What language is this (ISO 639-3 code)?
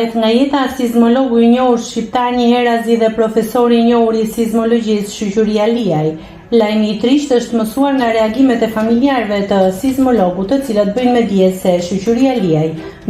sqi